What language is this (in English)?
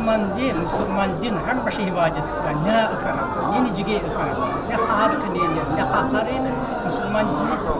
Tsakhur